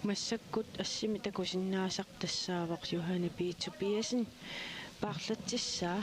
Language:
Kalaallisut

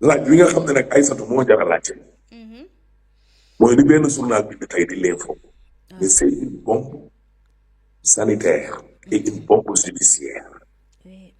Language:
Wolof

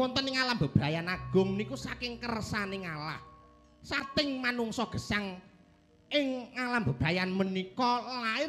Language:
Javanese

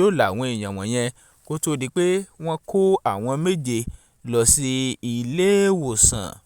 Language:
Yoruba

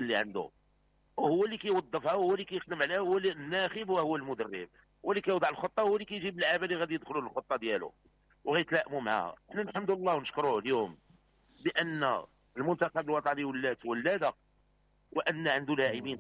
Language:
Moroccan Arabic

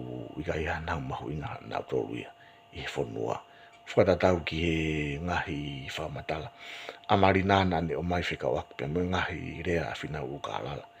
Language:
Tongan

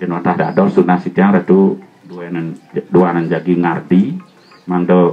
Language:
Balinese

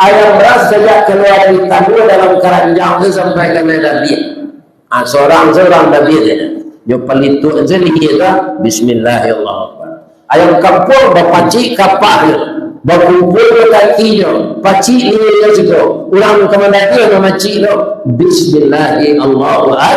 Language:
Minangkabau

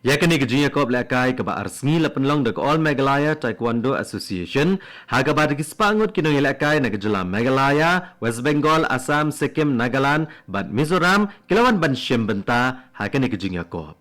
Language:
Khasi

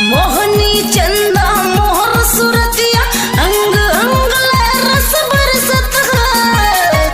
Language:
Chhattisgarhi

